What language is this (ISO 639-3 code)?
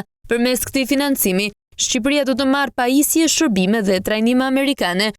sqi